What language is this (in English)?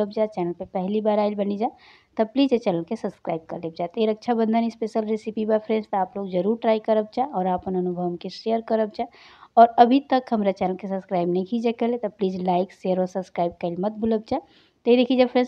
Bhojpuri